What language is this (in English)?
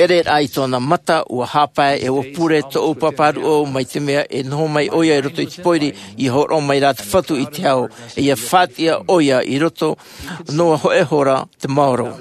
Tahitian